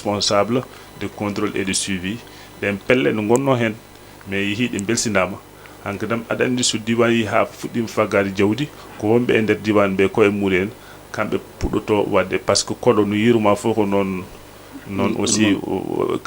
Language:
Fula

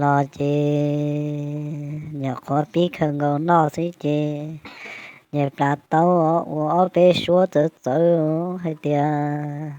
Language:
Hmong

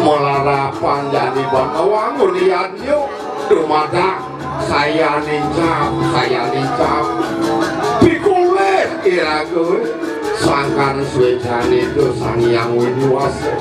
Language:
Balinese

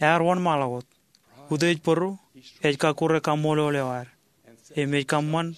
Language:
Marshallese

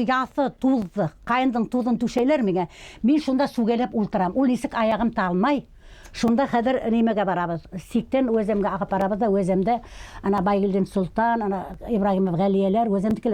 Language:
Bashkir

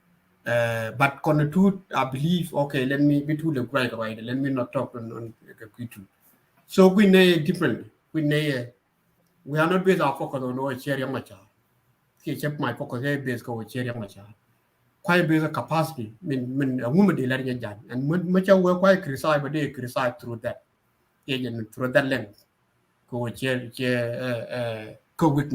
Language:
Nuer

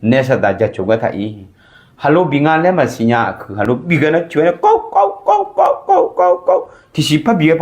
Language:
Akha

